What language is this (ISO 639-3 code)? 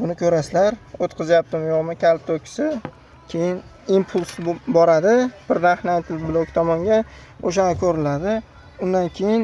uzb